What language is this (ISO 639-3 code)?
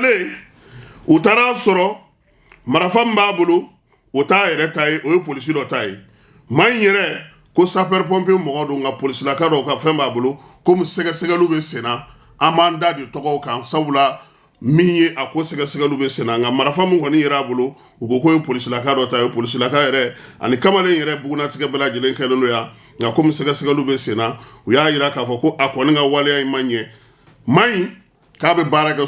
bam